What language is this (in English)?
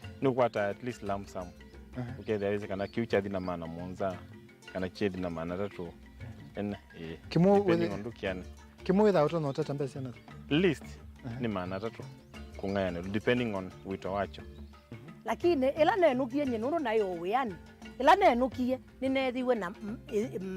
Kamba